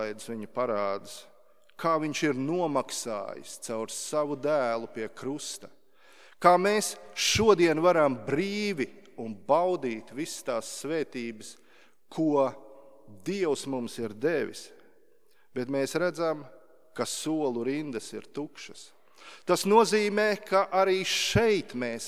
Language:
Latvian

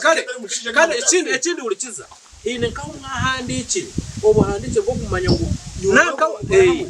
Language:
Nyankole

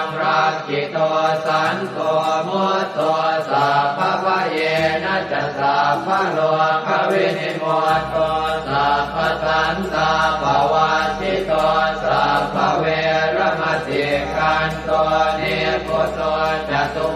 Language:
Pali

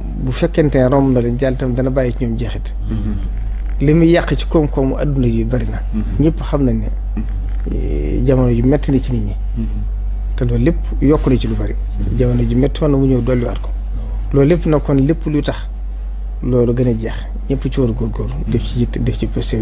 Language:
Wolof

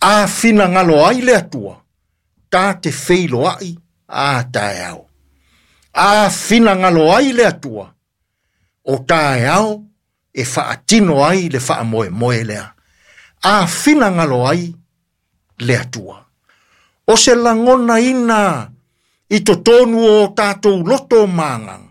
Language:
Samoan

